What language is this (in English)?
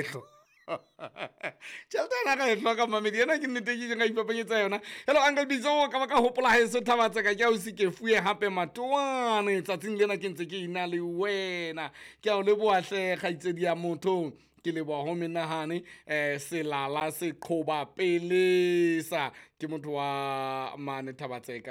Southern Sotho